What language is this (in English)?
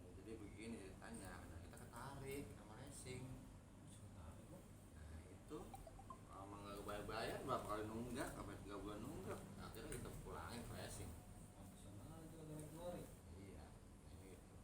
Betawi